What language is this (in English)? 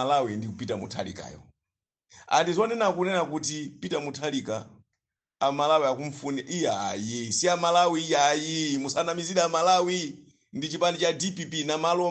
Nyanja